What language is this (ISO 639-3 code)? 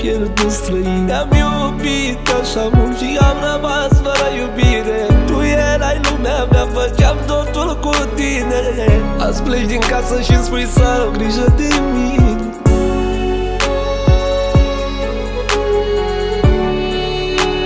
ron